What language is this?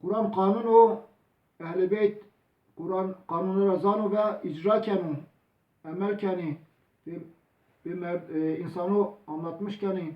Zaza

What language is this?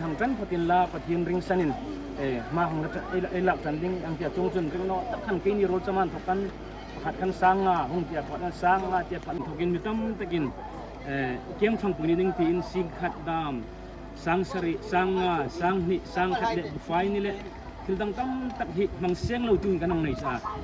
Hmar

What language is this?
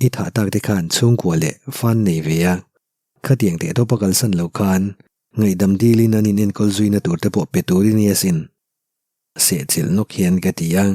Mizo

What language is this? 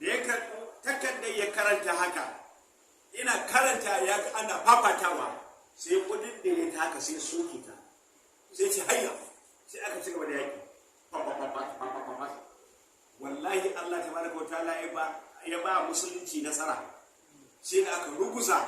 Hausa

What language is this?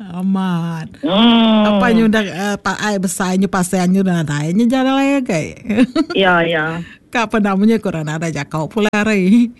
Iban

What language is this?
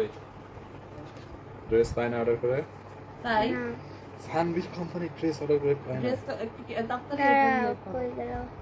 Bangla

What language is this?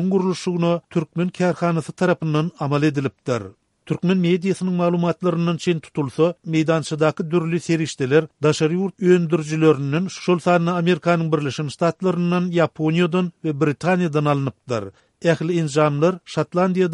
Turkmen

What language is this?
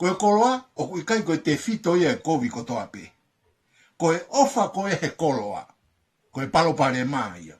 Tongan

